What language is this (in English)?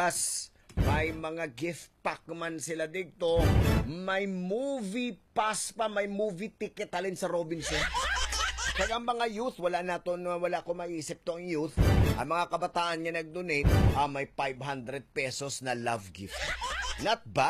Hiligaynon